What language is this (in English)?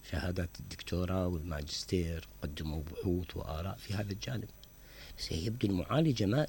Mesopotamian Arabic